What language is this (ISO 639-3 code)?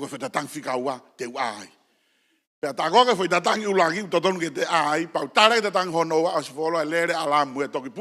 ton